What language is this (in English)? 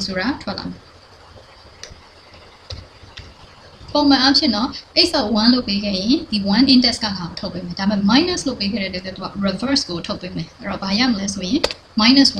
Burmese